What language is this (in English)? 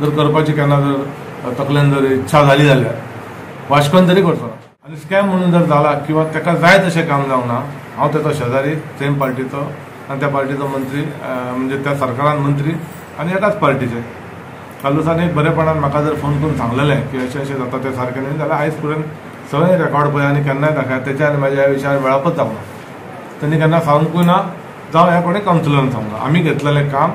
Konkani